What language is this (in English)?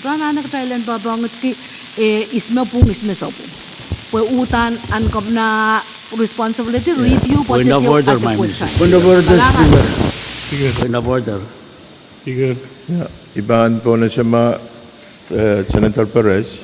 Pohnpeian